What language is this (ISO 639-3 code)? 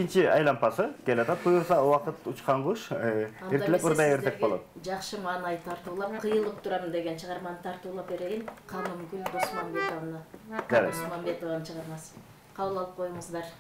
kir